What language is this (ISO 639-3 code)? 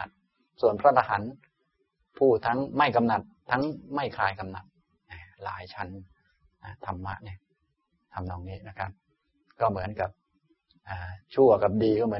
tha